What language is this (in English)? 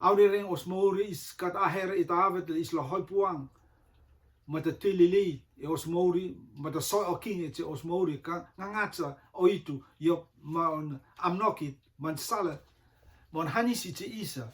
Rotuman